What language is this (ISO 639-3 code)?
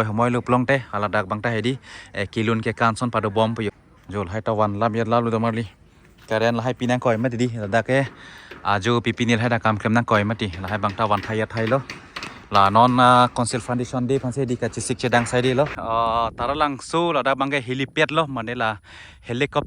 mjw